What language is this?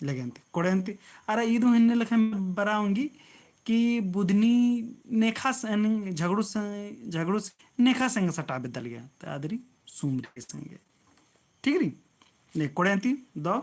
Kurukh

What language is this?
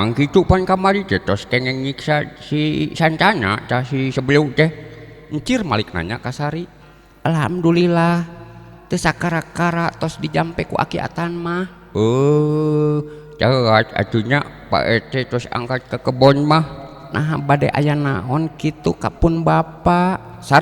Sundanese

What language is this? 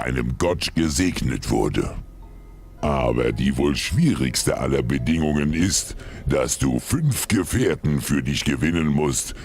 Bavarian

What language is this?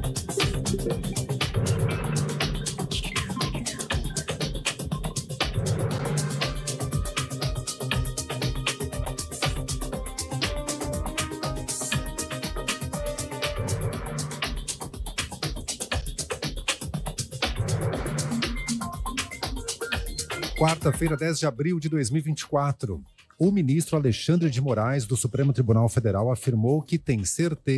Portuguese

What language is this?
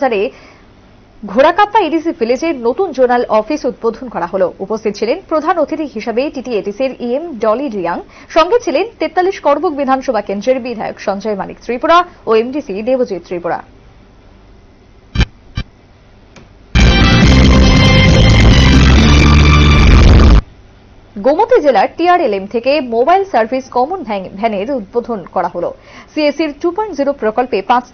Bangla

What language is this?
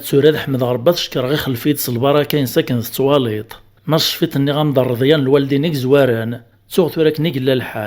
Kabyle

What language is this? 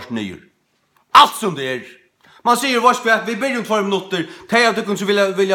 Faroese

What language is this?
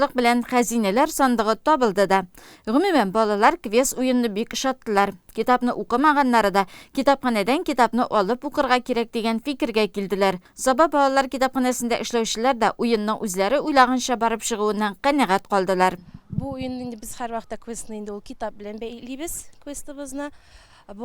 Tatar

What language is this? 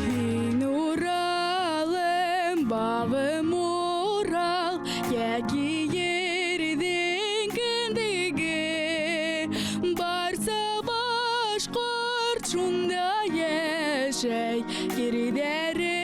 Bashkir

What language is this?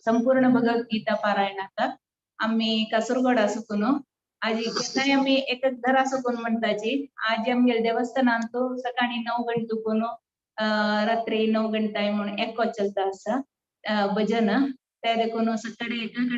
Konkani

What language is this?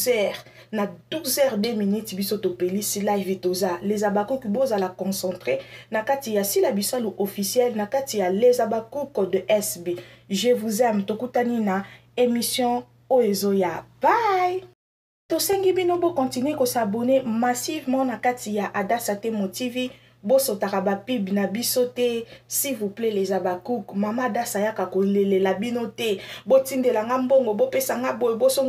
Lingala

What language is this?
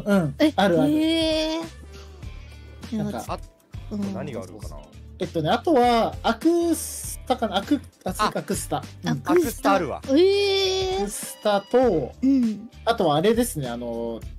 Japanese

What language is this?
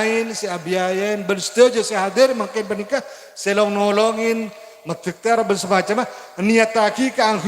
Madurese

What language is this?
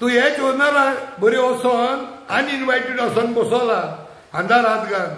Konkani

